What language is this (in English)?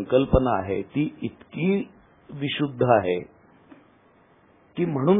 Marathi